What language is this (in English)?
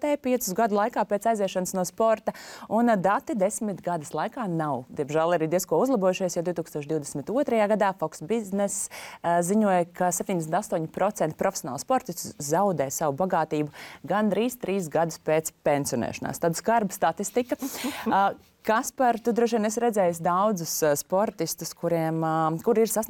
Latvian